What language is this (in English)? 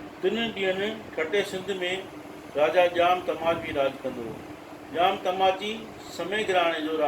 Sindhi